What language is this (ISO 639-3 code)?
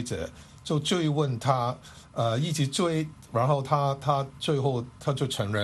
zho